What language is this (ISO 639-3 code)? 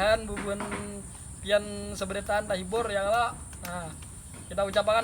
bjn